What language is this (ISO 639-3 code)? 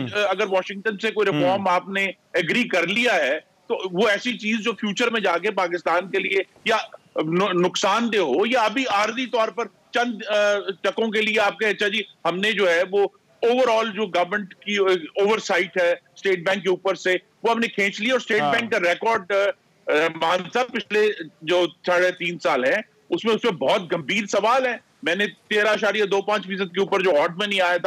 urd